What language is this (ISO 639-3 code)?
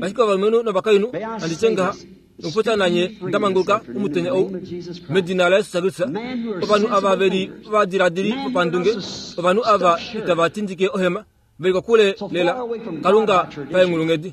kua